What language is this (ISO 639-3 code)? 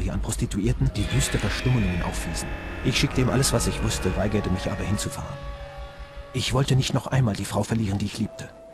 bar